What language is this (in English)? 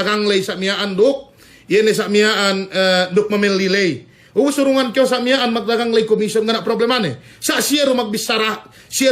Yakan